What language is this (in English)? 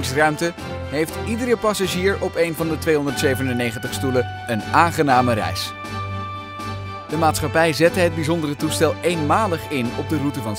Dutch